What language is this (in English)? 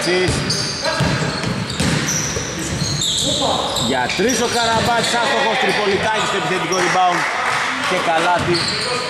Greek